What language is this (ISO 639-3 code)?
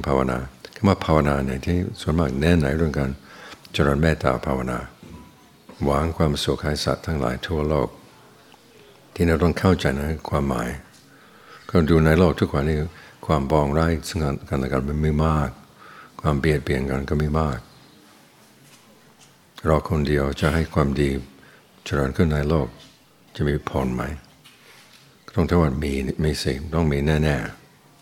tha